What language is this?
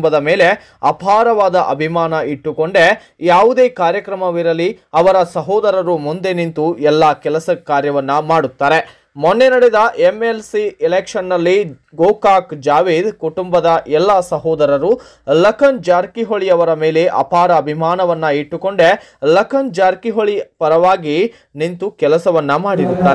Kannada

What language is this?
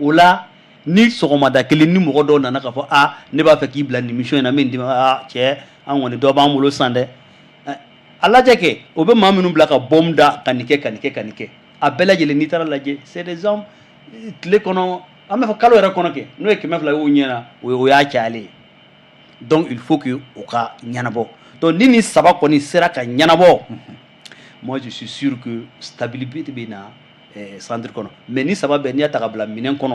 Bambara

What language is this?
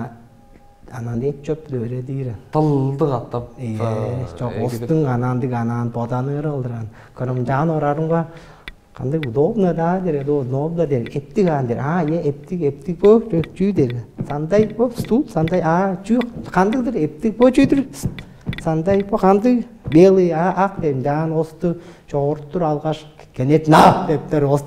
Tuvinian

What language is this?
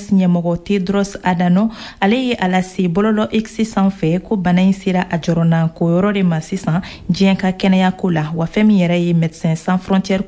Bambara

